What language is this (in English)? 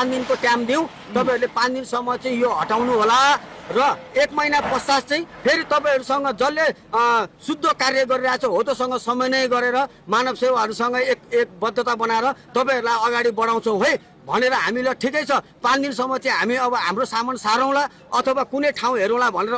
Nepali